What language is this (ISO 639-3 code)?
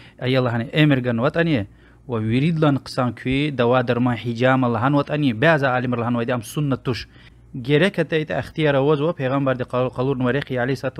lez